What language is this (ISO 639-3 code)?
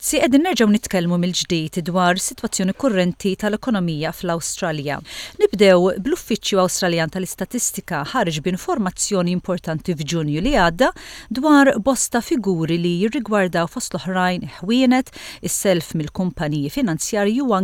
mlt